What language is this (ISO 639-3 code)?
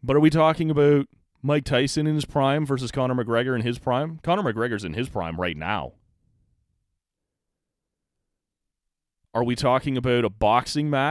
eng